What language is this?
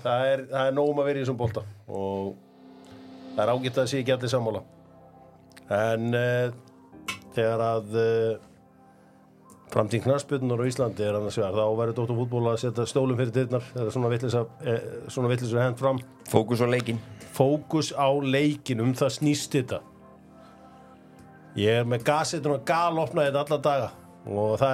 Icelandic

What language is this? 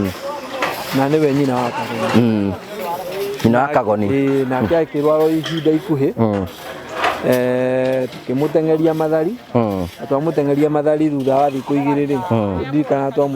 Kikuyu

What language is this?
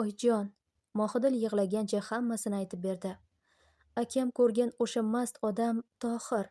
Uzbek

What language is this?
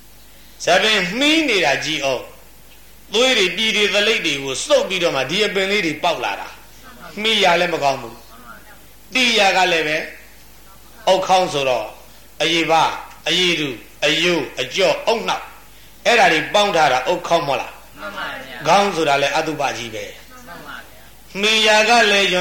Burmese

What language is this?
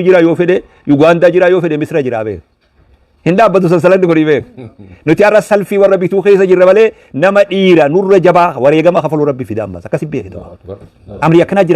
Oromo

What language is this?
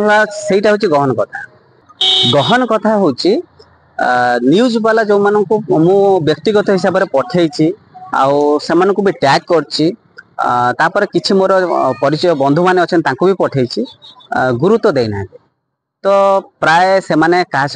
Odia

